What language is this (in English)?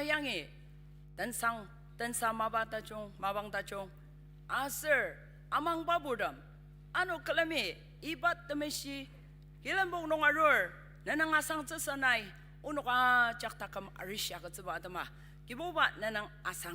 Ao Naga